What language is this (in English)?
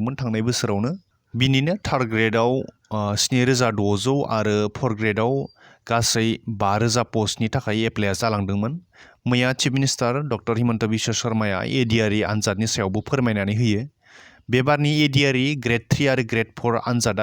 Bodo